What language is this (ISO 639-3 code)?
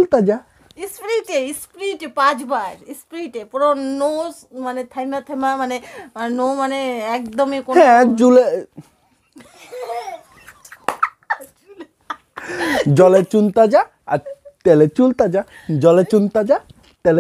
ben